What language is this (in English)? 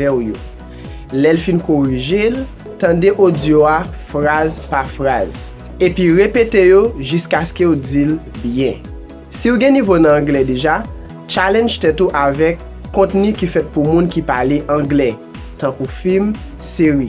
Haitian Creole